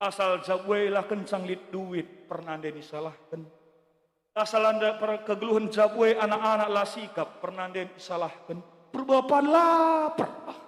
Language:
Batak Karo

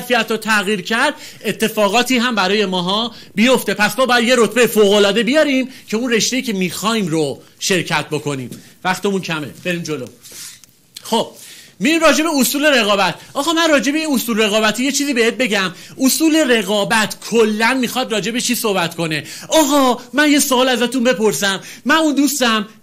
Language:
Persian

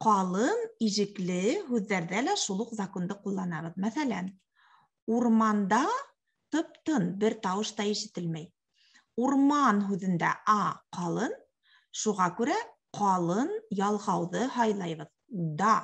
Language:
Bashkir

